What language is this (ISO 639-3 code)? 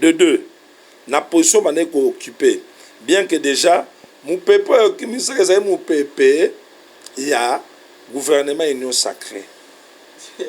lin